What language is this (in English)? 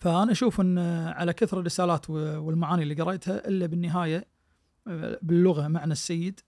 Najdi Arabic